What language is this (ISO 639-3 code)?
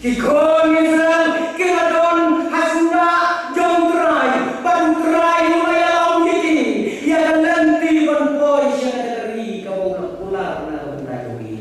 kha